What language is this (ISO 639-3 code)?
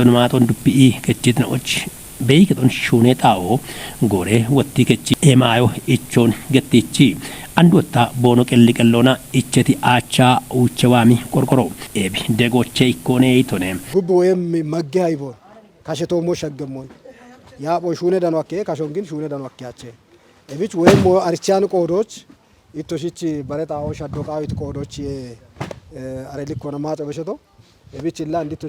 kbr